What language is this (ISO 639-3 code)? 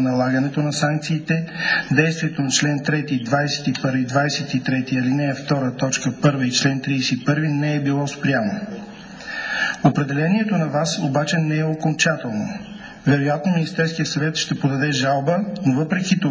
bul